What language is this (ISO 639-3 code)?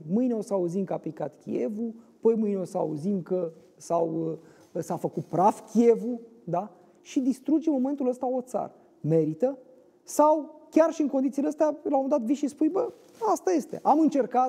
ron